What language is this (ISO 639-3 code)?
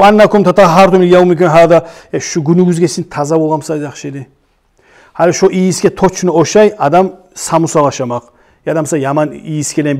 kum